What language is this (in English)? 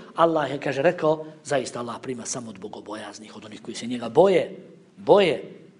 Bosnian